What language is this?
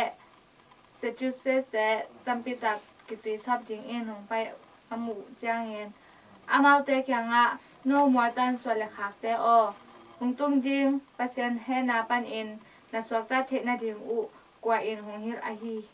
Tedim Chin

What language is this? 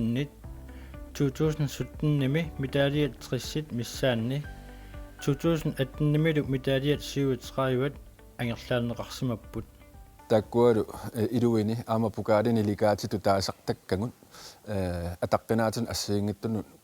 Kalaallisut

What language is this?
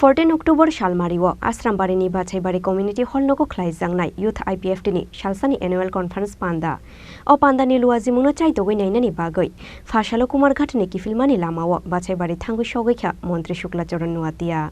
Kok Borok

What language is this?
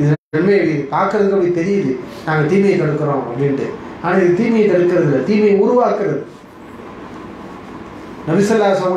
Tamil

